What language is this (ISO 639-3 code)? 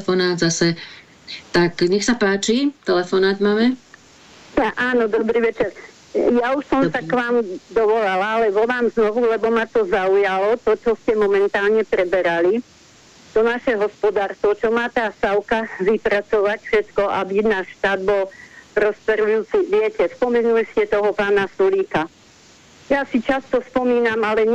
slk